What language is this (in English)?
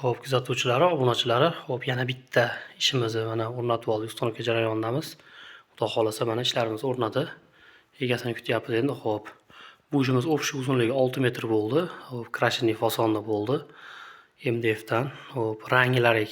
Uzbek